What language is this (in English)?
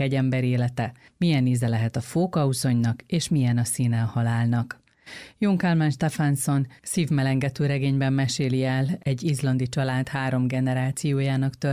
Hungarian